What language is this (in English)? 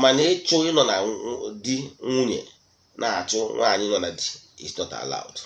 Igbo